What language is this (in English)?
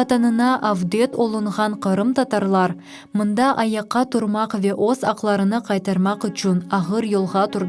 Crimean Tatar